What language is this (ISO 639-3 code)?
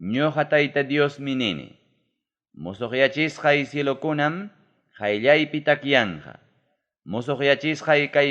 quy